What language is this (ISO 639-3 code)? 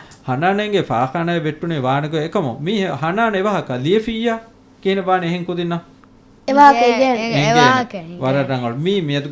div